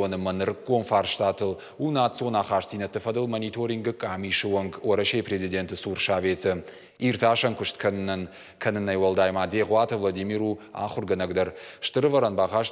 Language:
Ossetic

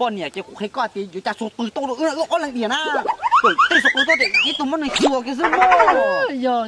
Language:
Hmong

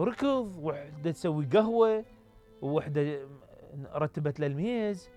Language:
Mesopotamian Arabic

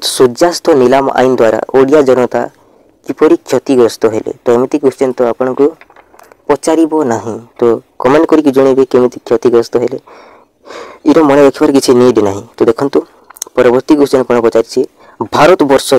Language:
Odia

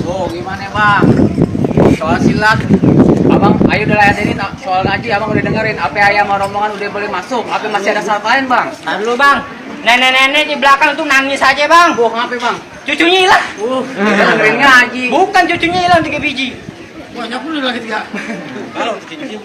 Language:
Betawi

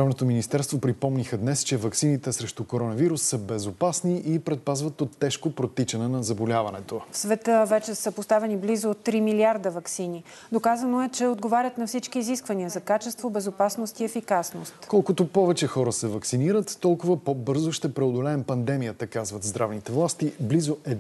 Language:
Bulgarian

